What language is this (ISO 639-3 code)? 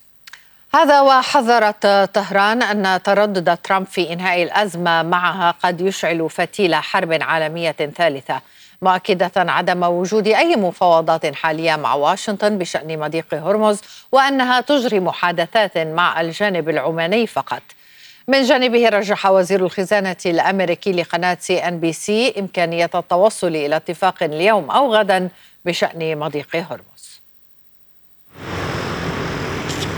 ara